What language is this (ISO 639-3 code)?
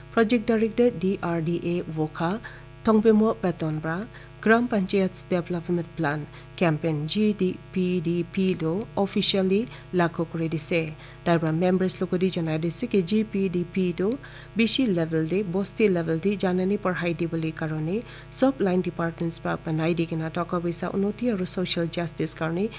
nag